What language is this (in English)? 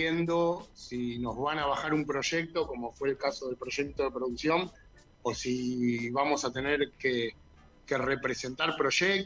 Spanish